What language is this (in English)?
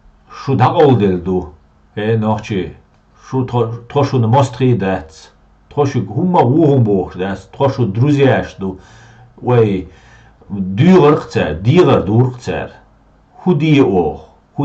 Chechen